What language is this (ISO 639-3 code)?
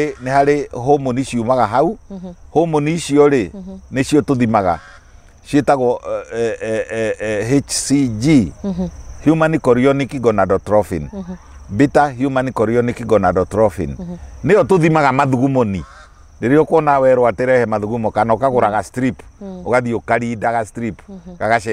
kik